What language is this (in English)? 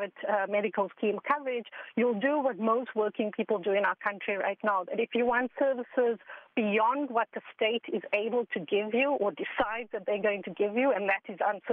English